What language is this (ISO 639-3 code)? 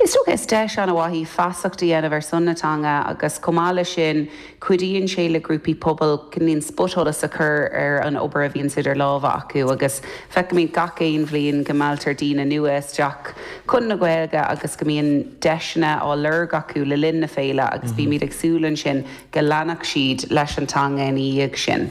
gle